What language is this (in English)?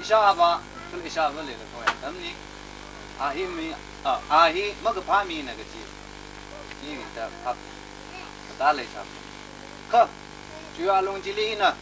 Tangkhul Naga (India)